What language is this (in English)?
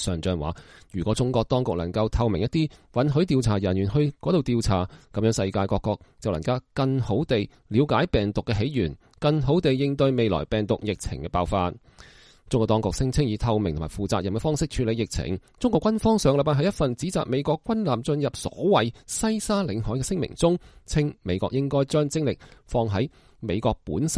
Cantonese